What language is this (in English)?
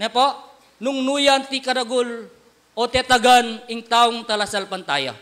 Pampanga